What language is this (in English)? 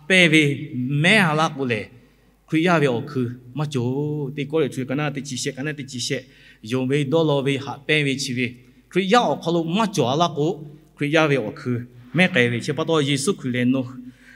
Lahu